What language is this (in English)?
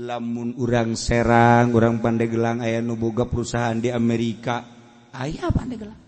Sundanese